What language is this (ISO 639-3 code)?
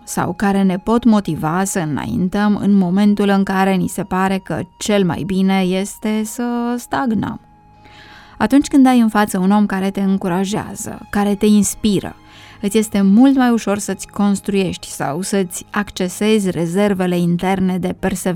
ron